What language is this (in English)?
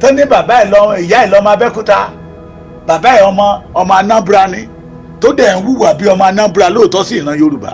Yoruba